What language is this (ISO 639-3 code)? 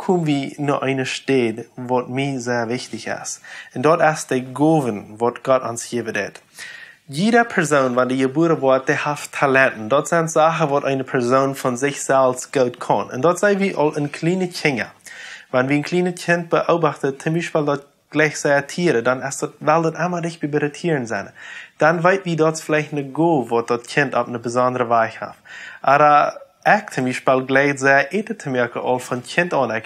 pdt